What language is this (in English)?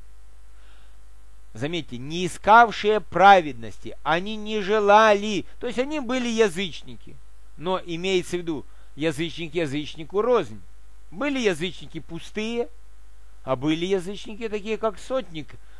Russian